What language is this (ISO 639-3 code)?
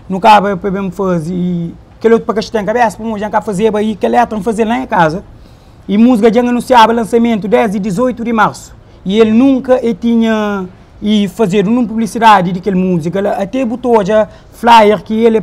kea